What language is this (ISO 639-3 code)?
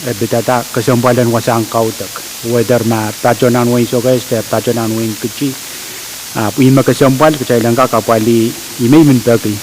pon